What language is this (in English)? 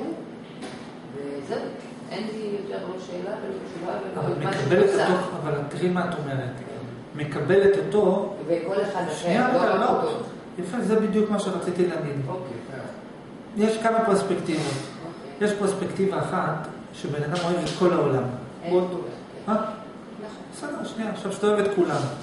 Hebrew